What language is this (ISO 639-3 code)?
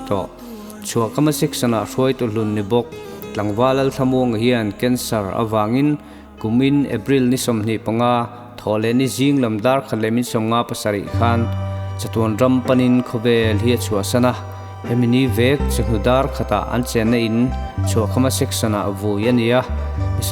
lus